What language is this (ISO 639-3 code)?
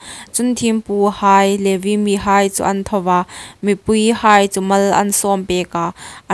hmr